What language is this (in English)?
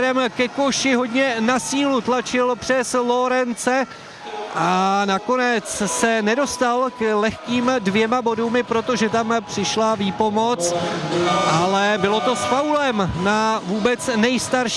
Czech